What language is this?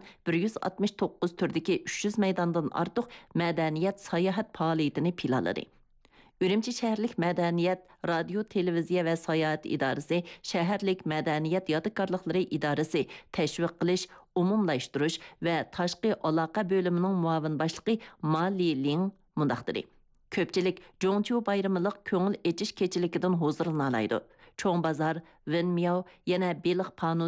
Uyghur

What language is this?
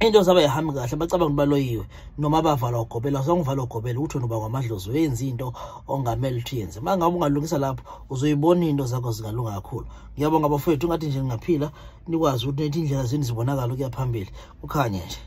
Zulu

